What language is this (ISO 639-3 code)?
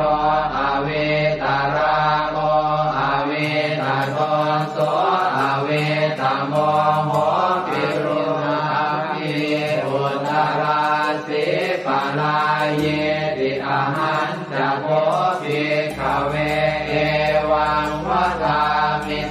pli